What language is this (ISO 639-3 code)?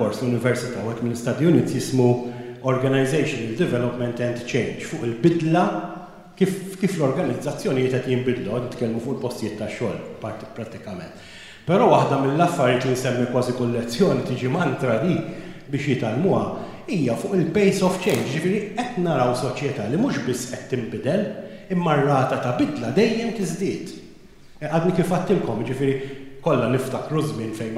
mlt